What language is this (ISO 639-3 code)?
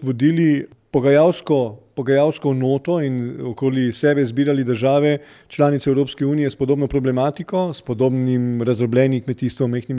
slv